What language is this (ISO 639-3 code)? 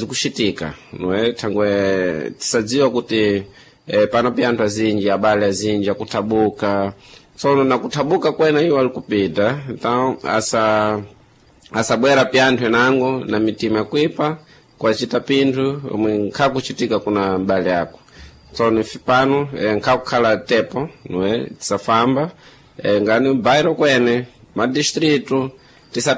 seh